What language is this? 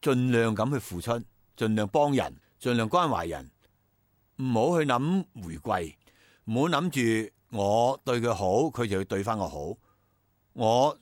Cantonese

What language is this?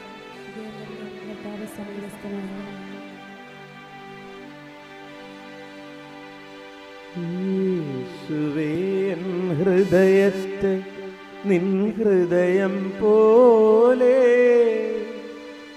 Malayalam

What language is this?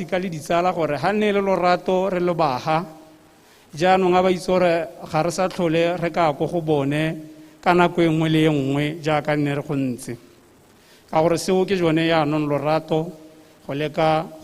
Tswana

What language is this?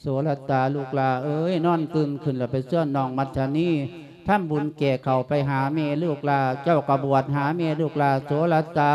Lao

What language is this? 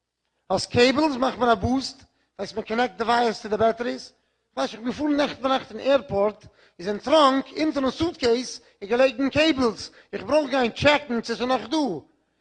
Yiddish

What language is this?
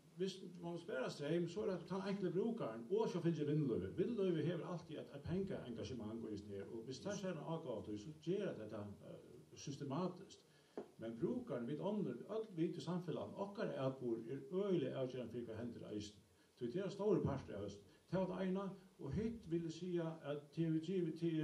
Faroese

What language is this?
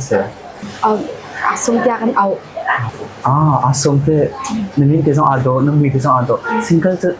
Hakha Chin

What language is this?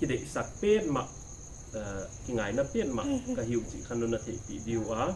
Paite Chin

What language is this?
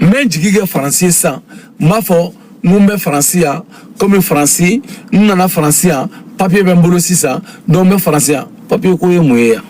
Bambara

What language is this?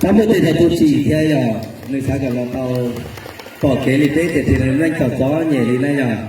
Hmong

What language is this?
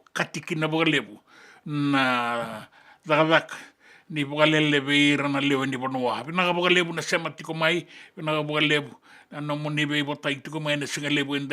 Fijian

